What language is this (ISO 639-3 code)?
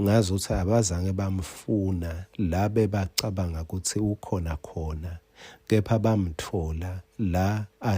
ssw